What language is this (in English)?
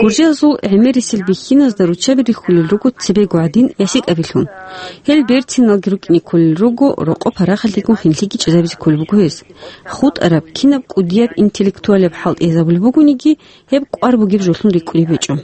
Avaric